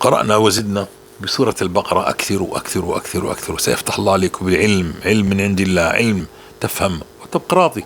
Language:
North Levantine Arabic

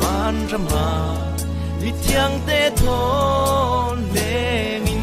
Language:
Falam Chin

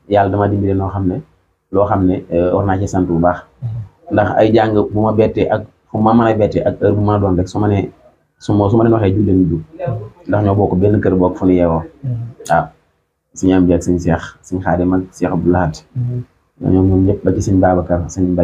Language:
Wolof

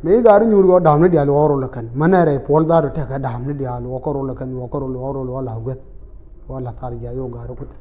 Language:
Nuer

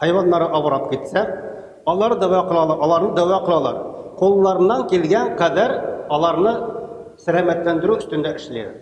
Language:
Tatar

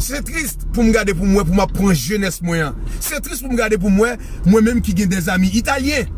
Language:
Haitian Creole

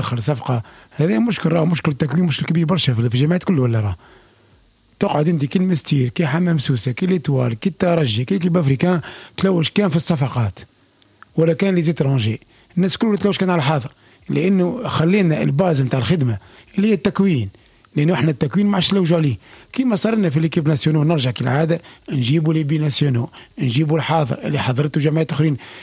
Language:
Tunisian Arabic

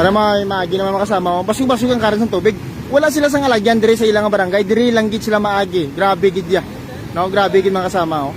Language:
Hiligaynon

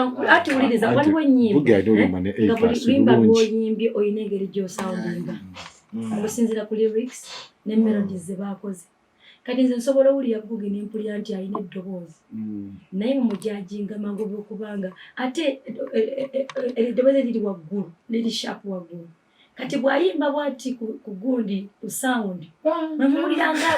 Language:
Ganda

